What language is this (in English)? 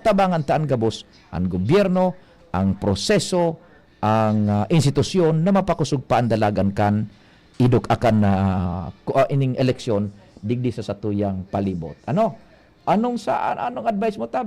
Bikol